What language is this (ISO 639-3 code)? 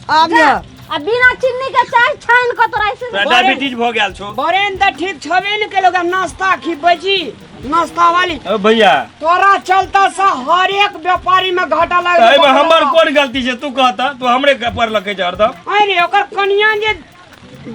mai